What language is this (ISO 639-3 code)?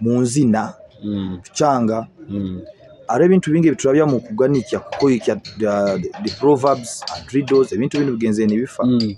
nyo